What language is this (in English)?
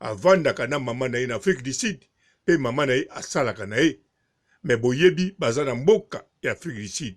Lingala